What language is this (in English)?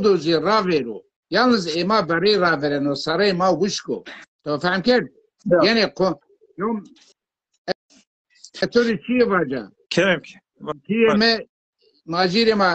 Zaza